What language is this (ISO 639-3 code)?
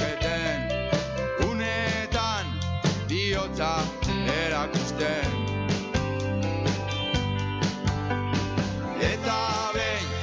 eus